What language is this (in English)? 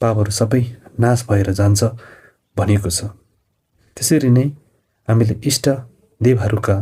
Nepali